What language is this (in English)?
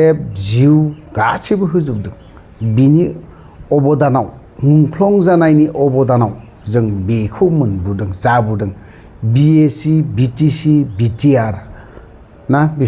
Bodo